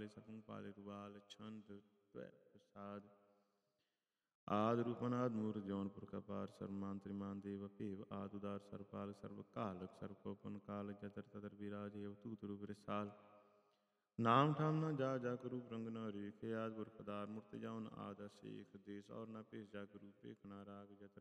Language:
Punjabi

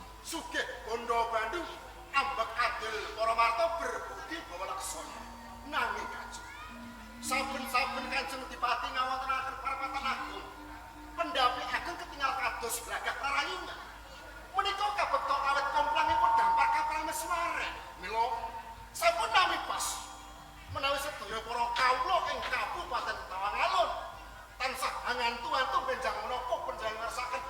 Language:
Javanese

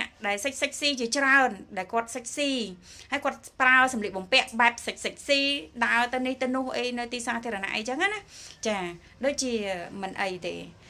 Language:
Khmer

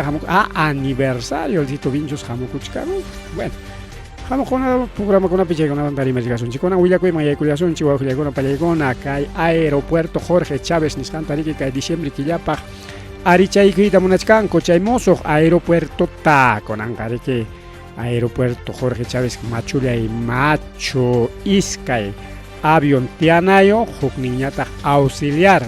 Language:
Ayacucho Quechua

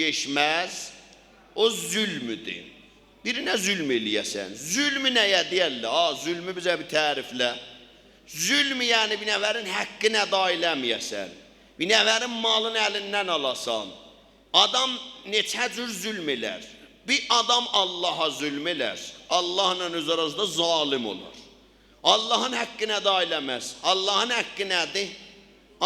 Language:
South Azerbaijani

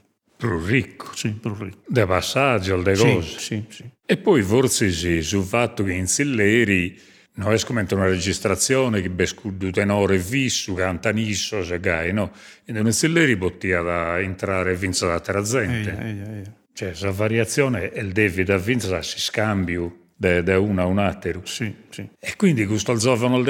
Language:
Sardinian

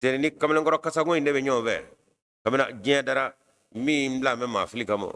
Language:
Bambara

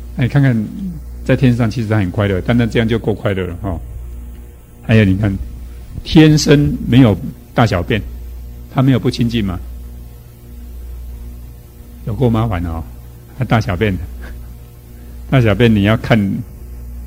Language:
Chinese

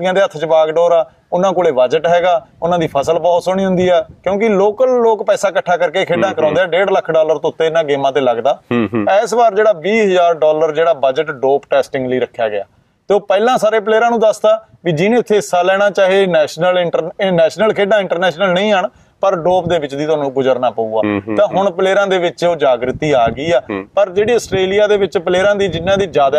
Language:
Punjabi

